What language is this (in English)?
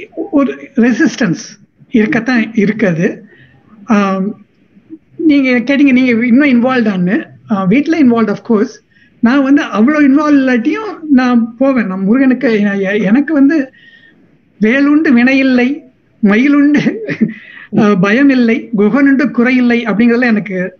Tamil